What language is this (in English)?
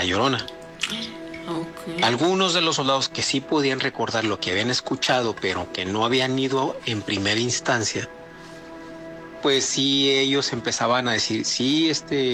Spanish